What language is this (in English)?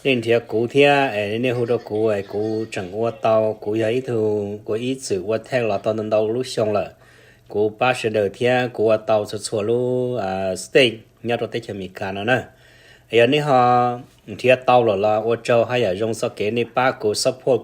Hmong